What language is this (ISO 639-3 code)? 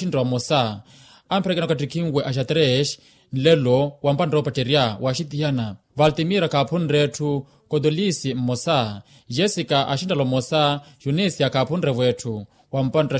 vmw